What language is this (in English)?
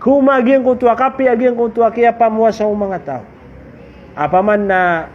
Maranao